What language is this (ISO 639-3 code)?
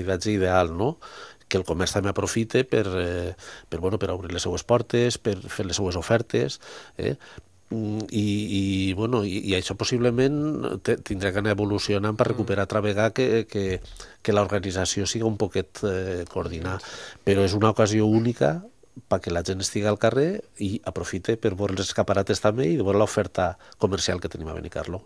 cat